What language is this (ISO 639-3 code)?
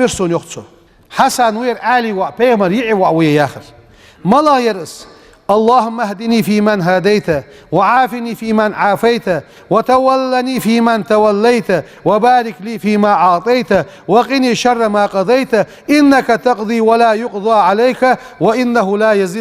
inh